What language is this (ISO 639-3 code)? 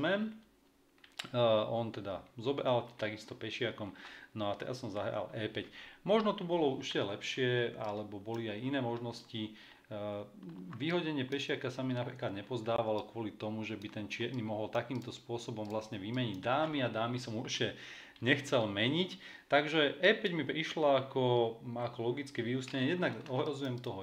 slk